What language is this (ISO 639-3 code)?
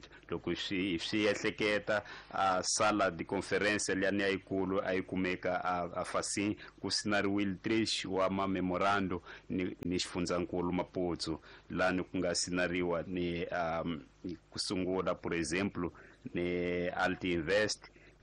tso